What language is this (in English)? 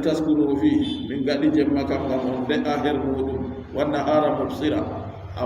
Adamawa Fulfulde